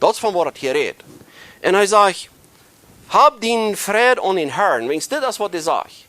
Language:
Plautdietsch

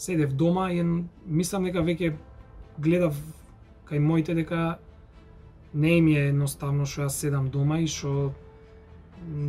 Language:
Macedonian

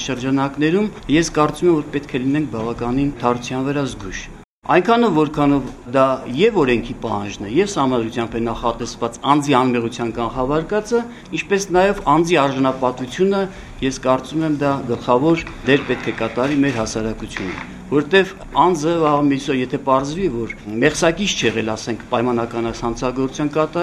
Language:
Armenian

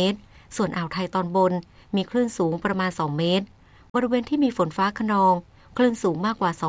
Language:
Thai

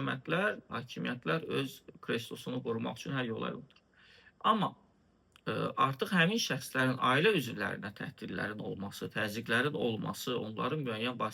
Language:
Azerbaijani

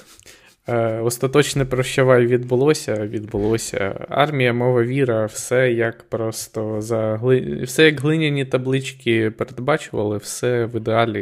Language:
Ukrainian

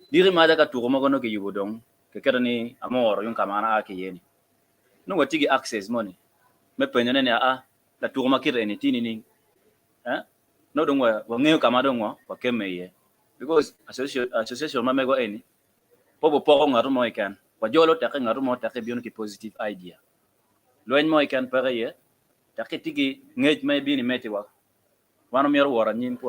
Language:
Acoli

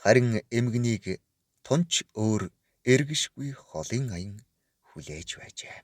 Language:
Mongolian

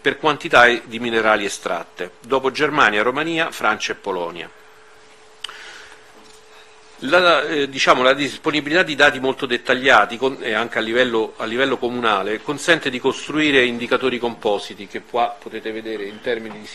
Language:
Italian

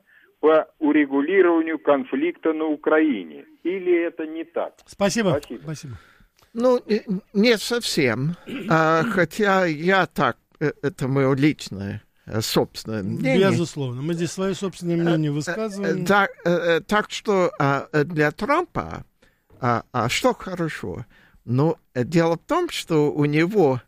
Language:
Russian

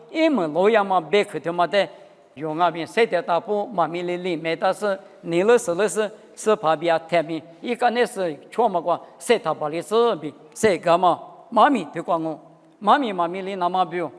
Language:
Lisu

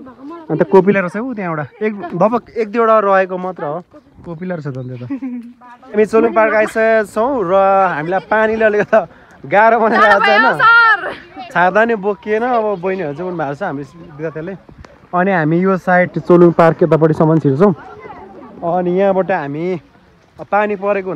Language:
Nepali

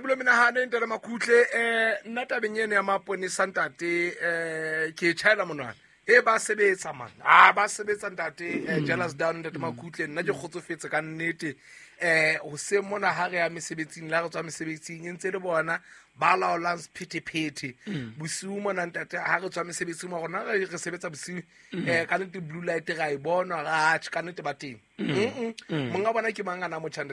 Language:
Southern Sotho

